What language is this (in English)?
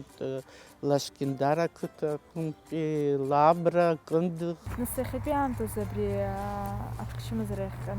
Abkhazian